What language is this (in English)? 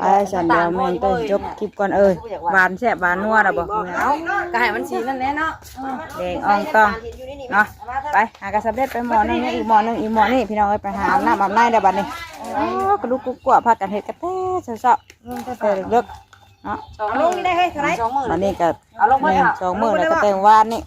Northeastern Thai